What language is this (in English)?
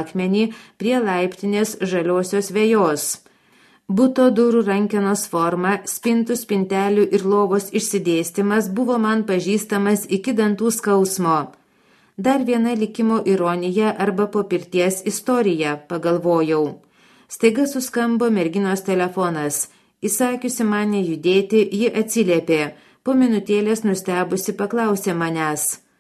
Lithuanian